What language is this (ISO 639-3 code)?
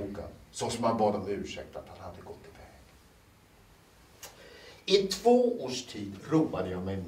swe